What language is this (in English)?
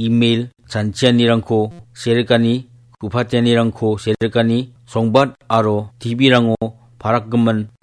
Garo